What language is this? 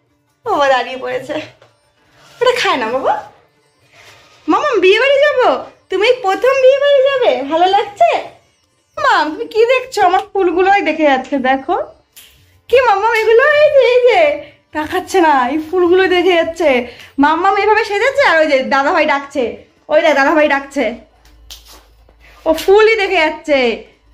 Bangla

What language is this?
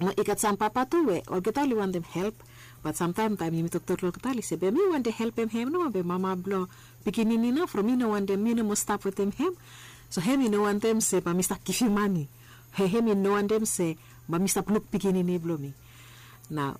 Bislama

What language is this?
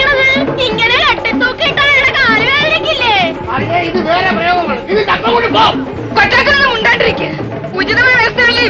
Malayalam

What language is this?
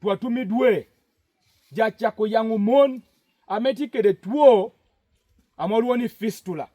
Lango (Uganda)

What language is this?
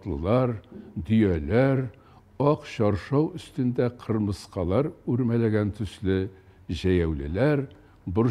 Tatar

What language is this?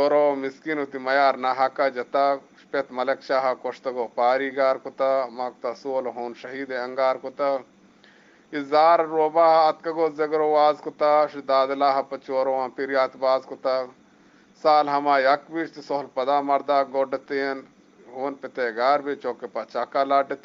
Eastern Balochi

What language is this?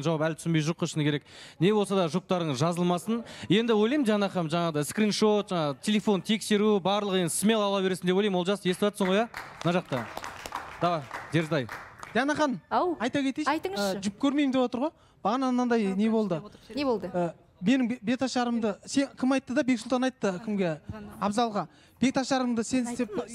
Kazakh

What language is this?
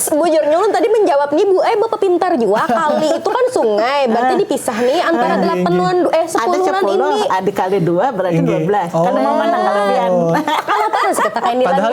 Banjar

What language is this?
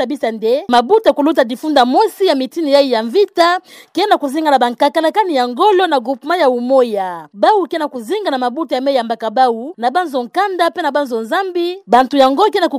Kituba (Democratic Republic of Congo)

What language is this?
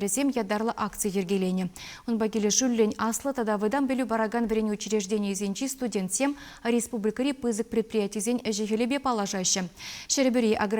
Chuvash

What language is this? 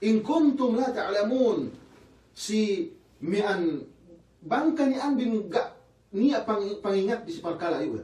Yakan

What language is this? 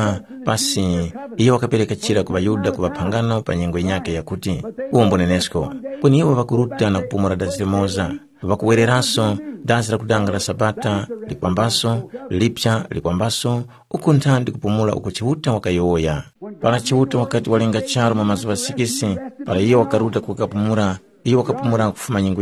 Tumbuka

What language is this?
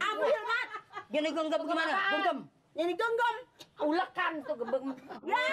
Betawi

